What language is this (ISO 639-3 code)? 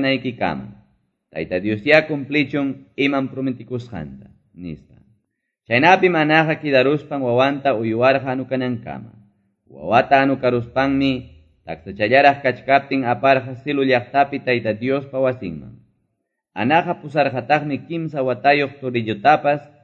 que